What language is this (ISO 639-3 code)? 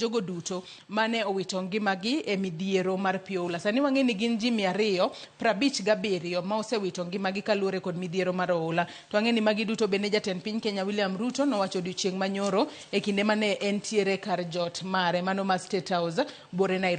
luo